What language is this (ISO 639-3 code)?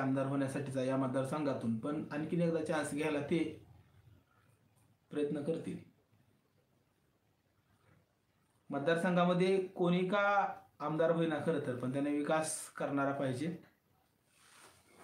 mar